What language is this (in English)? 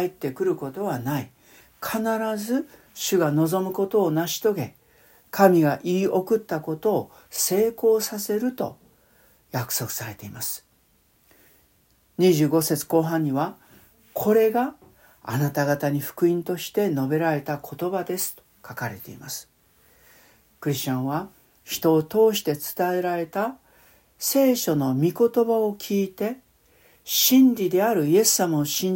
Japanese